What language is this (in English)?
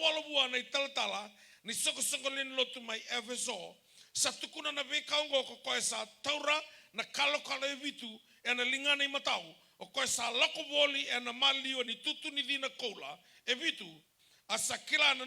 Fijian